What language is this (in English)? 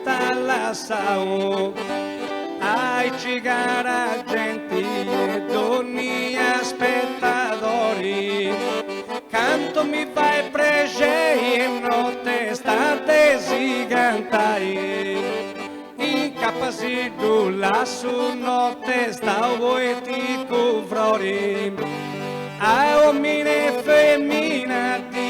Sardinian